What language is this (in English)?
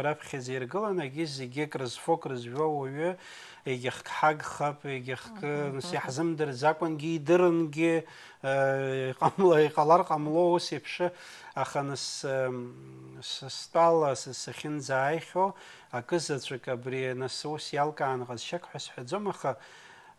Abkhazian